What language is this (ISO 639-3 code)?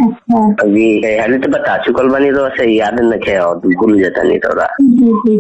bho